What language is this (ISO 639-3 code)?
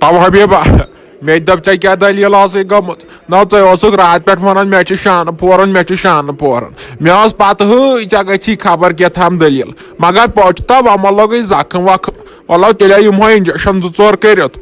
kas